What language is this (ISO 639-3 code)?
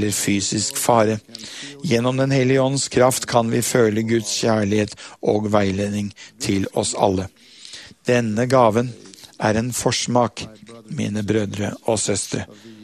nor